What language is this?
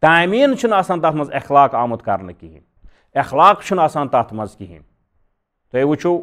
Kashmiri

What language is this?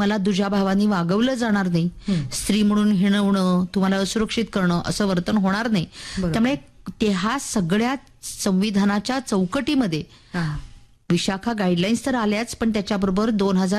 Marathi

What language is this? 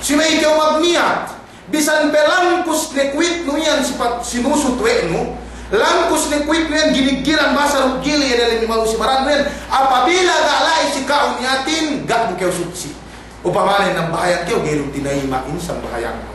Yakan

